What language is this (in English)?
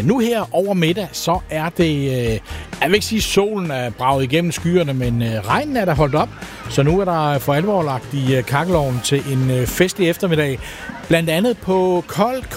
Danish